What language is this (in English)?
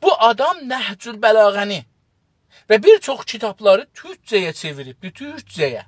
South Azerbaijani